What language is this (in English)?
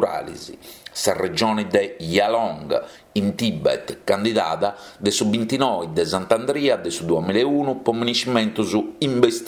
Sardinian